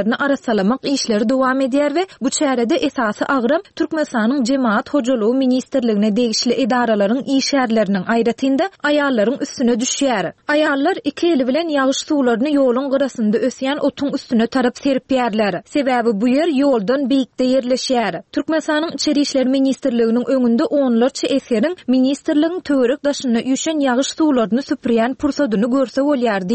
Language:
Turkmen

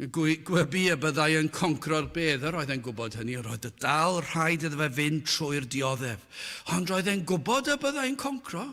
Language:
Welsh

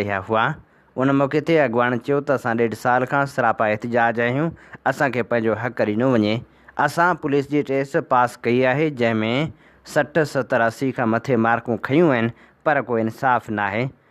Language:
Sindhi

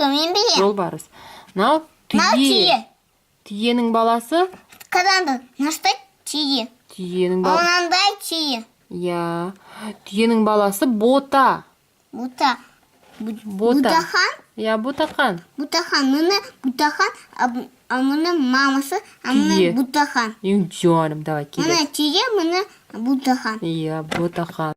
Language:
Kazakh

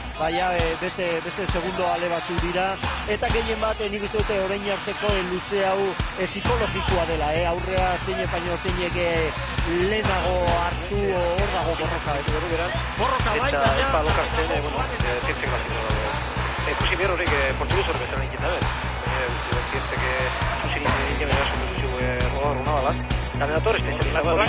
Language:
Basque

